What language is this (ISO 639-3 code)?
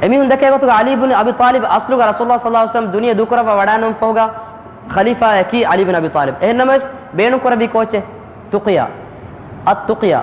div